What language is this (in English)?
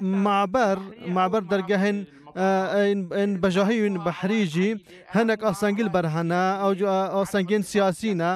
Kurdish